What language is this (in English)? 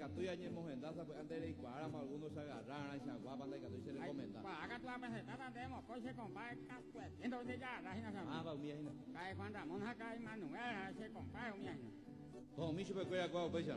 Guarani